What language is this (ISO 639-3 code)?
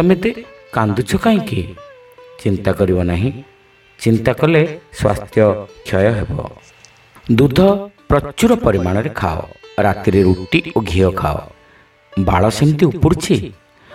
ori